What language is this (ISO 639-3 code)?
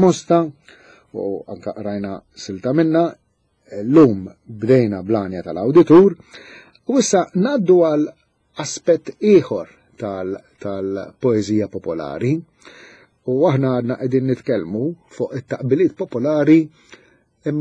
mlt